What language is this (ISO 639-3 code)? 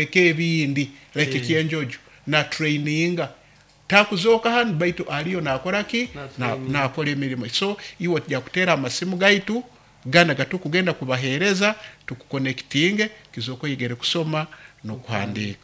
nyo